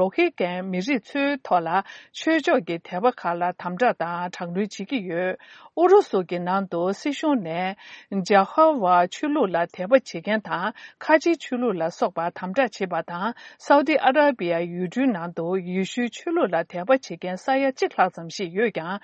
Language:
Tibetan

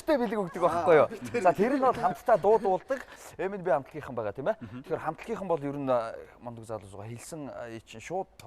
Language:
Mongolian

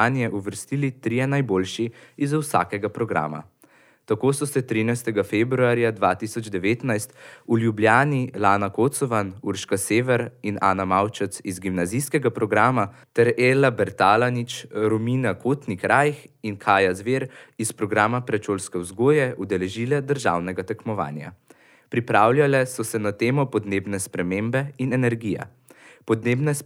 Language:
Slovenian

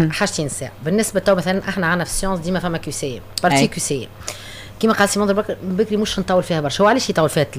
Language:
Tunisian Arabic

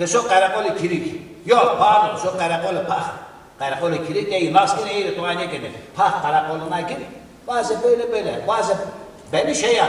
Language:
Zaza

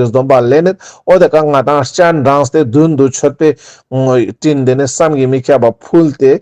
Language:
Ladakhi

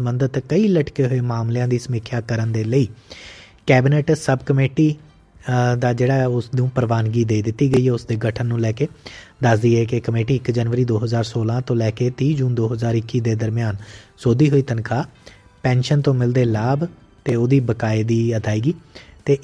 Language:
Punjabi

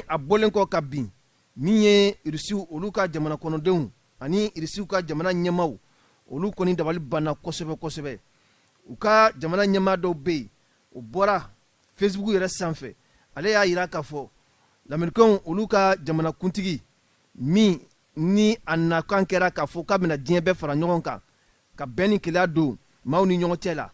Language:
Bambara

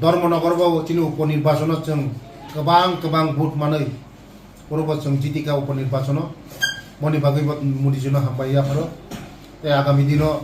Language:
Kok Borok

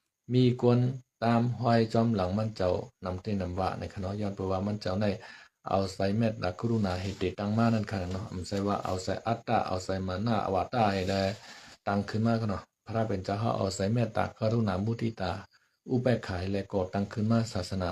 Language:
Shan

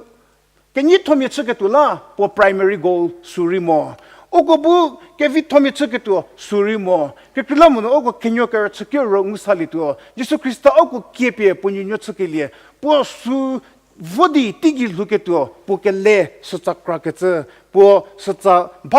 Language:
Angami Naga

